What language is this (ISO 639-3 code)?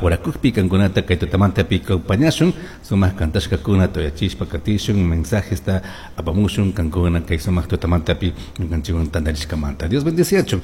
qug